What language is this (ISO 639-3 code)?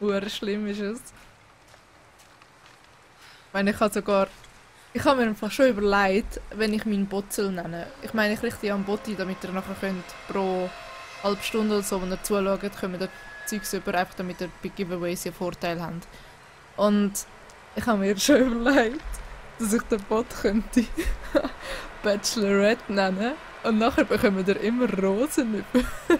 gsw